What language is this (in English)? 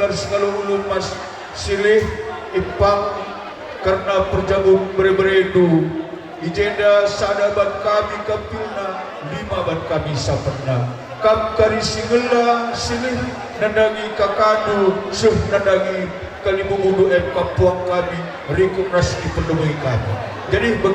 Batak Karo